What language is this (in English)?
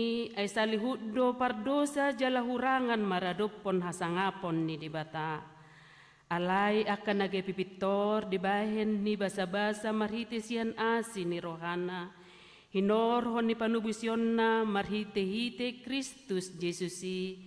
Batak Toba